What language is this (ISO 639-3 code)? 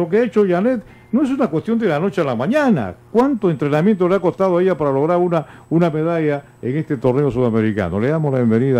spa